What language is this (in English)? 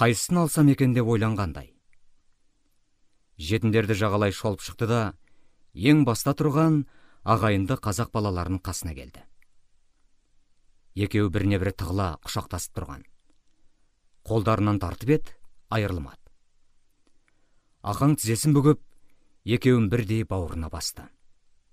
Kazakh